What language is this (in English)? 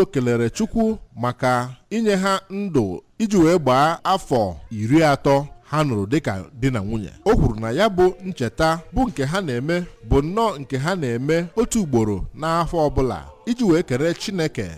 Igbo